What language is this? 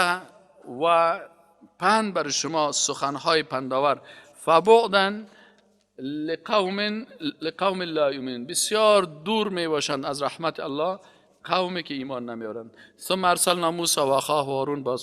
Persian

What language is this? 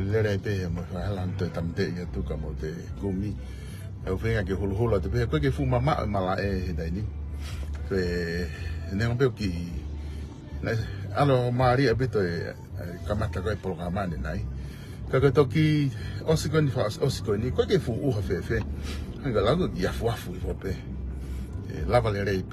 Tongan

